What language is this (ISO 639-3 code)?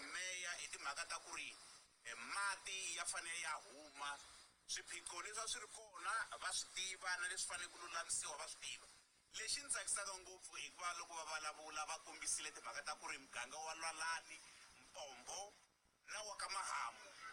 tso